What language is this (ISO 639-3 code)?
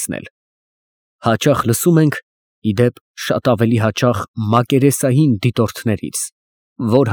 hye